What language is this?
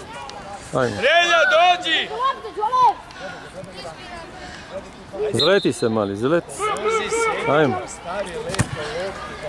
Serbian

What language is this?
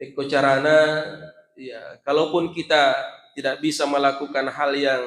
Buginese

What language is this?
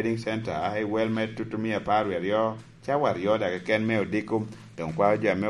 Lango (Uganda)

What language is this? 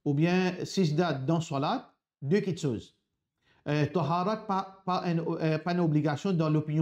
Morisyen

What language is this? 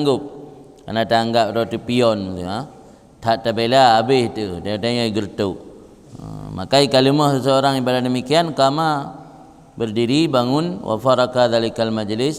Achinese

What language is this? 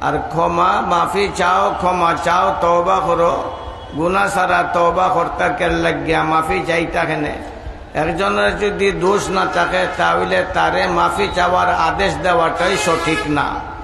Sylheti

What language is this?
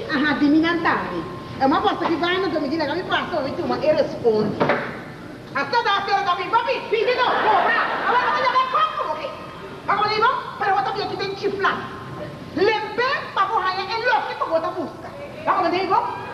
Papiamento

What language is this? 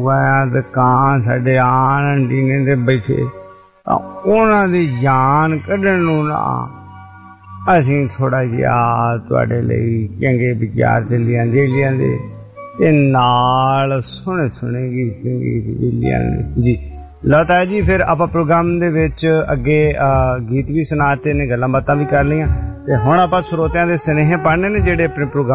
Punjabi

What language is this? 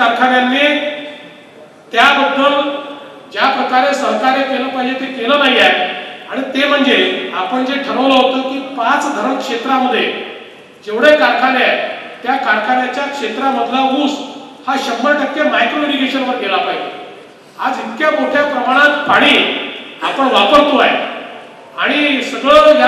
Marathi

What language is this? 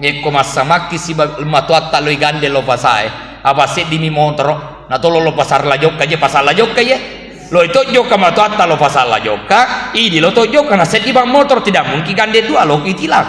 Buginese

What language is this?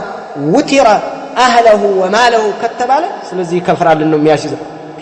Amharic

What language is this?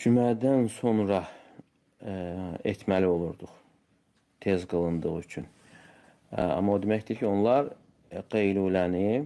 Azerbaijani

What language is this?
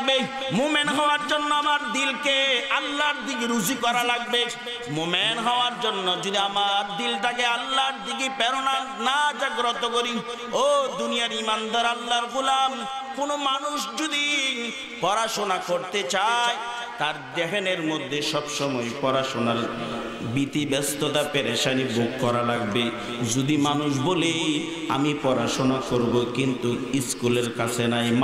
Bangla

